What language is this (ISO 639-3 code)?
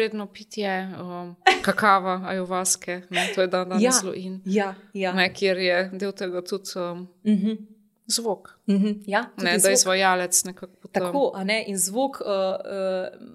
slv